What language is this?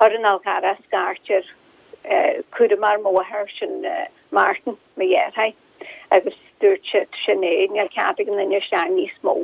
Irish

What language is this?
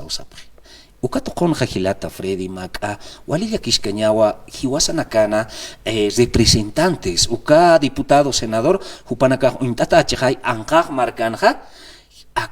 Aymara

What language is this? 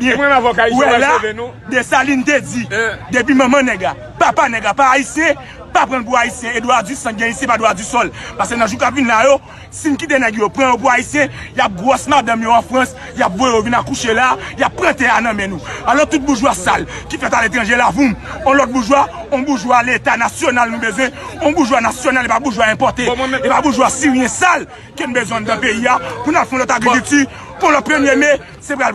Haitian Creole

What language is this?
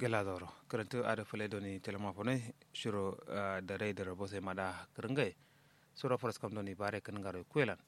Kanuri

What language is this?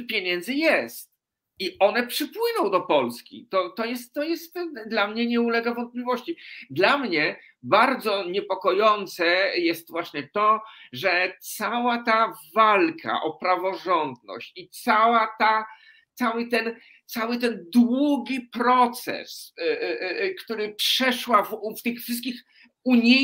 Polish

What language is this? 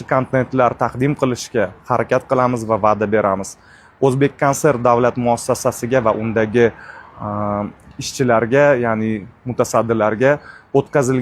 Uzbek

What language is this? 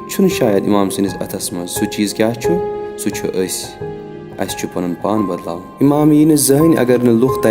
Kashmiri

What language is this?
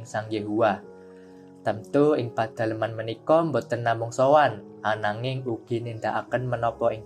Javanese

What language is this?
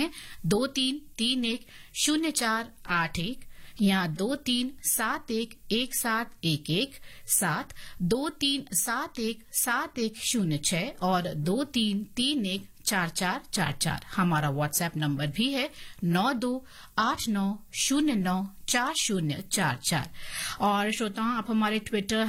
Hindi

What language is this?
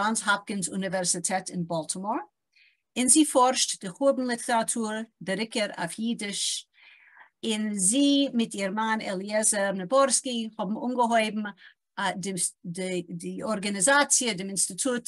Yiddish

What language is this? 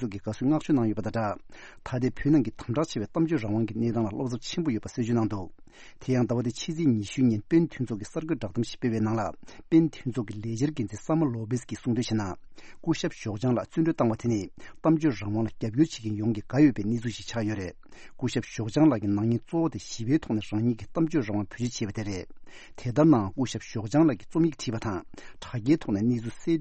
Tibetan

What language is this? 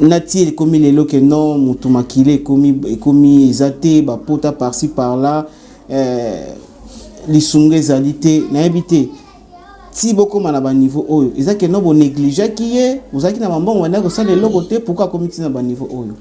Lingala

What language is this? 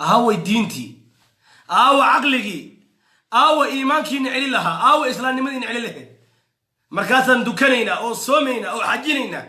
Somali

